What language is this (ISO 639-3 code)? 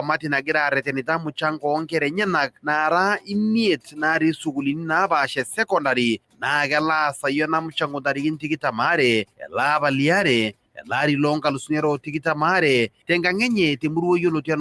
mas